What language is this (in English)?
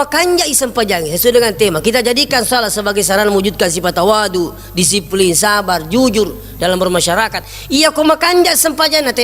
Buginese